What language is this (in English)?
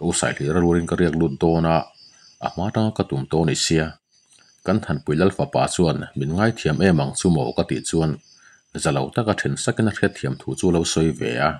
Mizo